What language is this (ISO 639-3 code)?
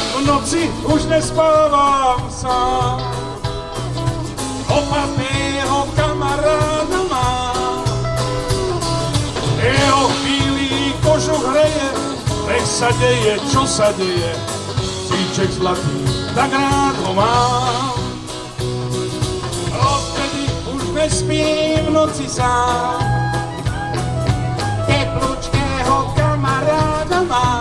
slk